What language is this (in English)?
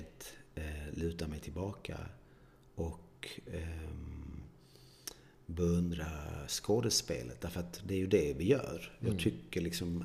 Swedish